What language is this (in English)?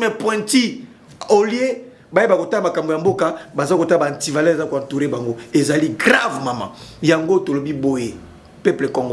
Lingala